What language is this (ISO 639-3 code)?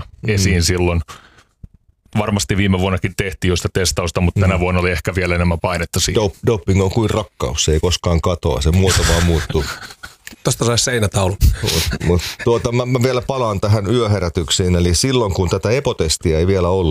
fin